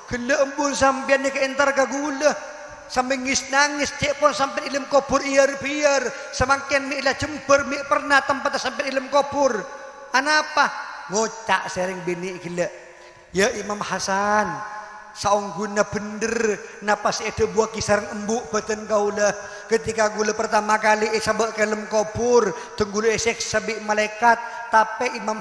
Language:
Madurese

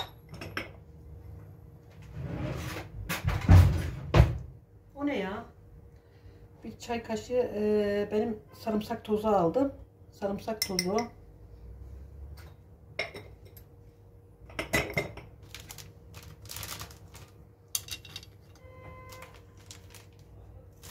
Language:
Turkish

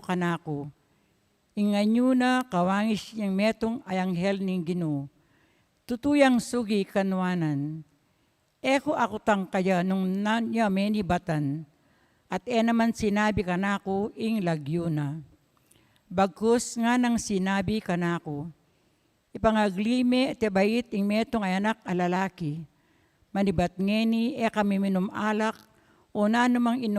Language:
Pampanga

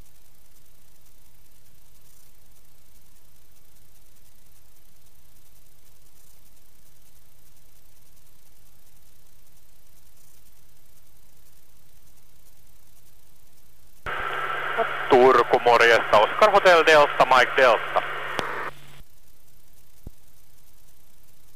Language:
Finnish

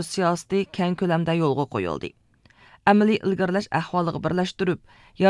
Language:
Uyghur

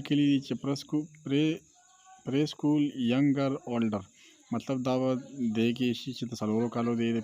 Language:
Pashto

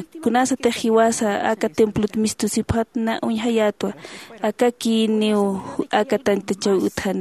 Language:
Aymara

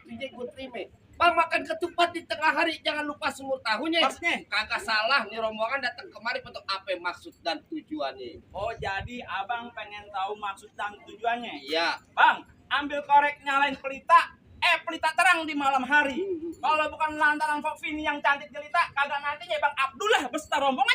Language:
Betawi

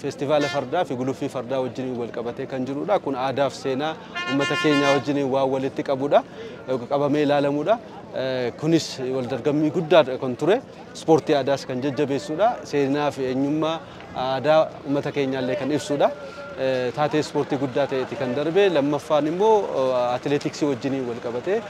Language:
Oromo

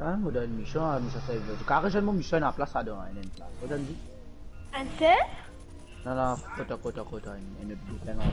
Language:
Morisyen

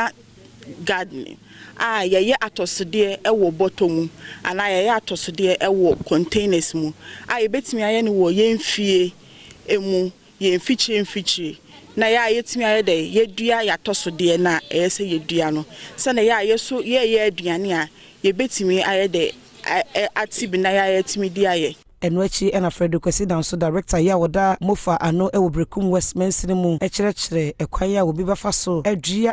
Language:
Akan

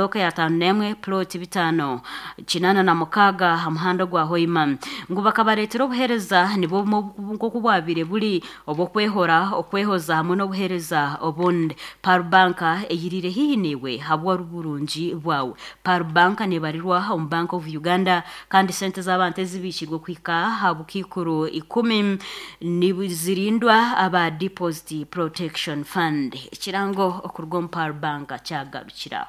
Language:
Nyankole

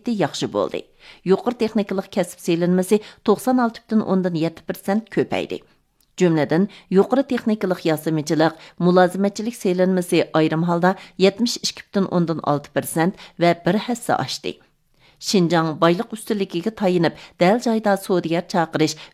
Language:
Uyghur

